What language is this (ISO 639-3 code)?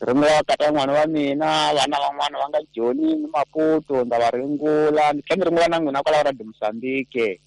tso